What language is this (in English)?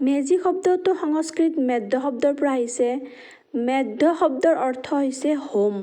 Assamese